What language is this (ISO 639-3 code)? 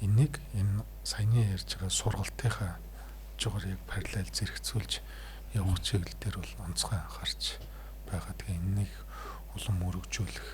mon